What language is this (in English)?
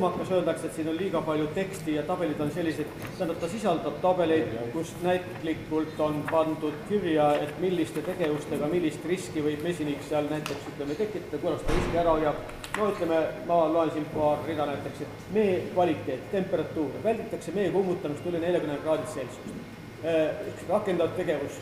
Estonian